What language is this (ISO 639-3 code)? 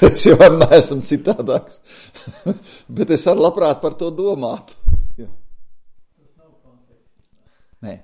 lav